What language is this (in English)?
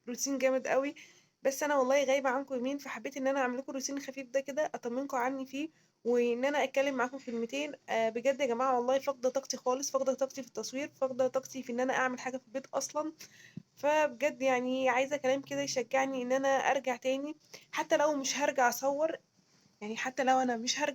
Egyptian Arabic